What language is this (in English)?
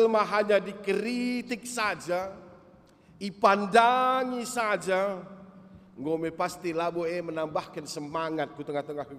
Batak Karo